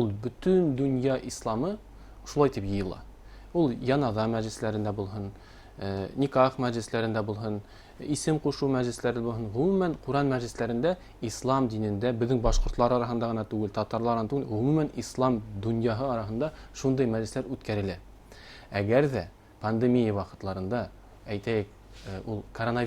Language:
Bashkir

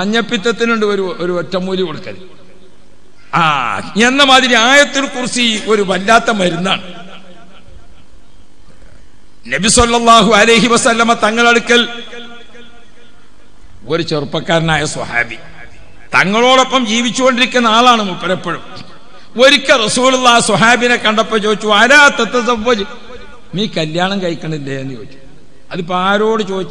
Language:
Malayalam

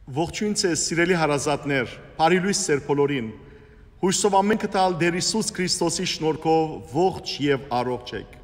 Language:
Western Armenian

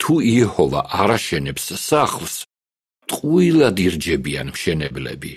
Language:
Georgian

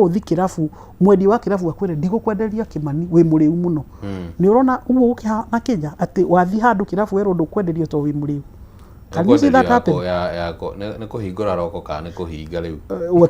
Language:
Kikuyu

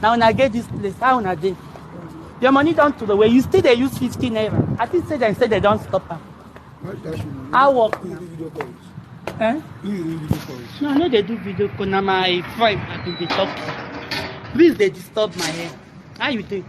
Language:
Nigerian Pidgin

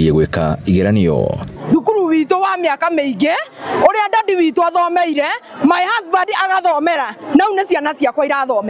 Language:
Kikuyu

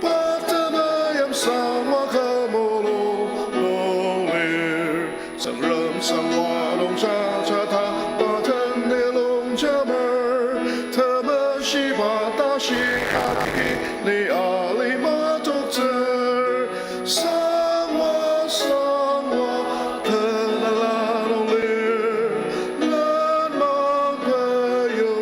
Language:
Ao Naga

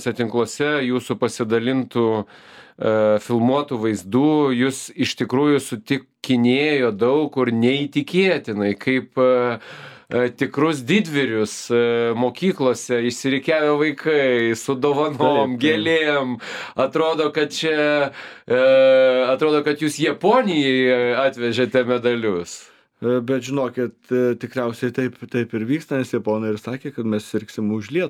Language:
Lithuanian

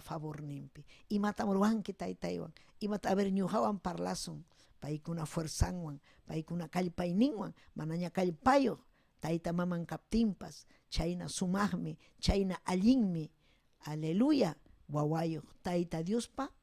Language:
Ayacucho Quechua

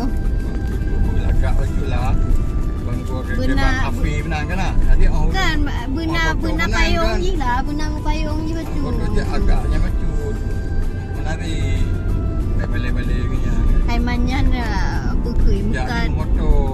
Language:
Achinese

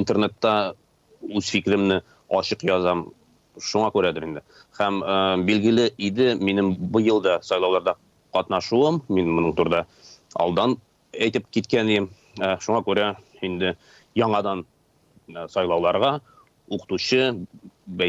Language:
Tatar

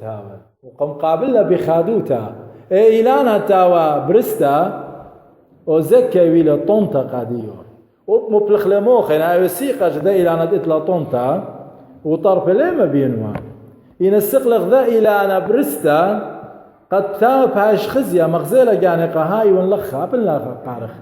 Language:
Assyrian Neo-Aramaic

